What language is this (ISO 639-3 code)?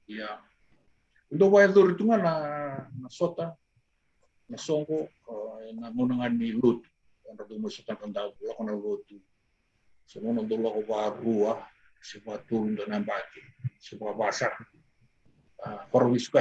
fij